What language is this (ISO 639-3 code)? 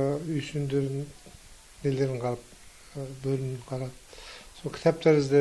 kaz